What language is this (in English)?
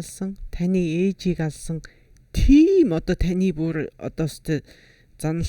Mongolian